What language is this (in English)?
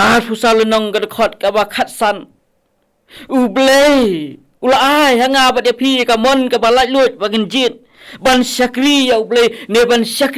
Khasi